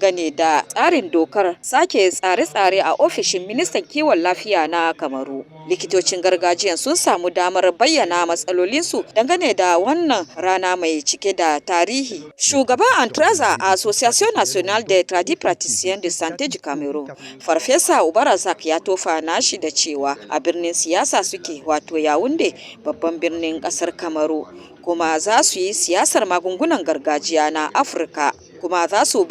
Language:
Hausa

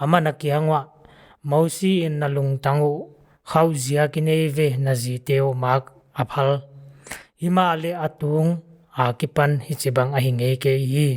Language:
Paite Chin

